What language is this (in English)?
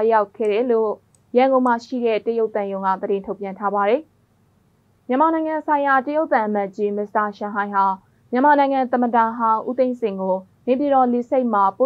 Burmese